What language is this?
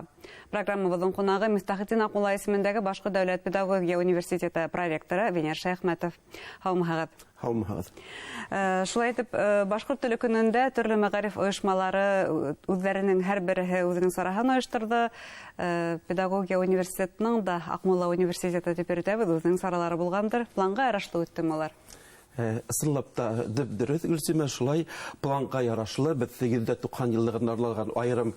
Bashkir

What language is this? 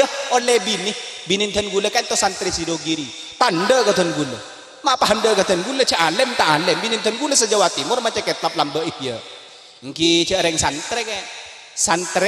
Madurese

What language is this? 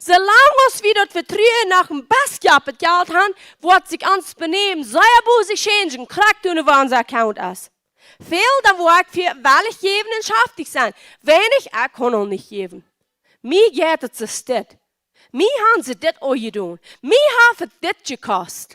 Plautdietsch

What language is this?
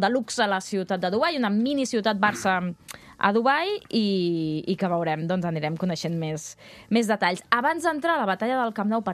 Catalan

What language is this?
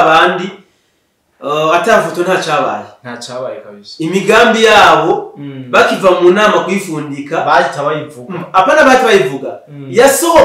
Rundi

